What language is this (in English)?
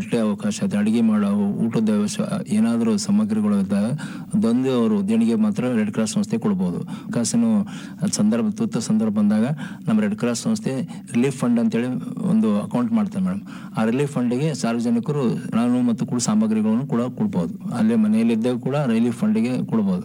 Kannada